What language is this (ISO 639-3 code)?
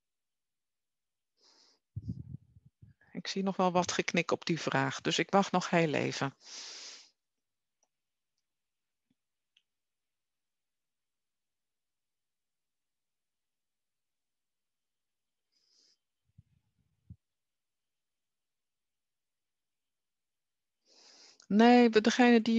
nld